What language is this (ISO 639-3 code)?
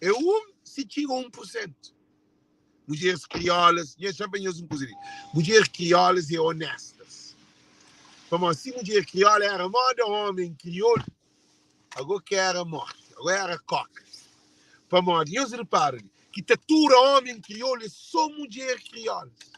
kea